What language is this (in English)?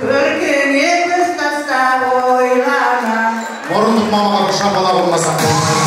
Kara-Kalpak